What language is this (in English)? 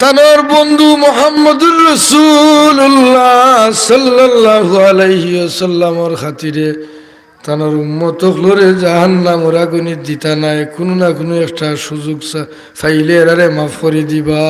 Sylheti